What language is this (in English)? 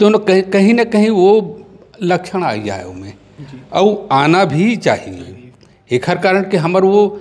Chhattisgarhi